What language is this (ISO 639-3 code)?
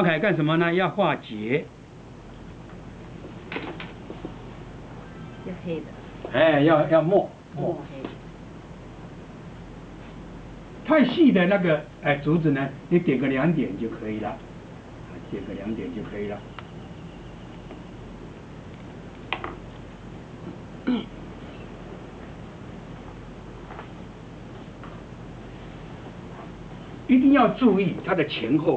zho